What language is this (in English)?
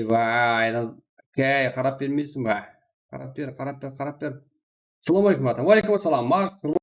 Kara-Kalpak